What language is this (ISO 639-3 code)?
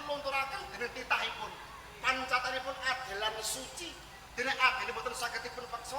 jav